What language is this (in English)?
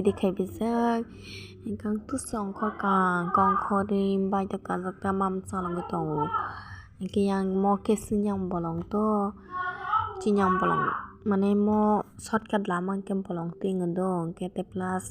Kok Borok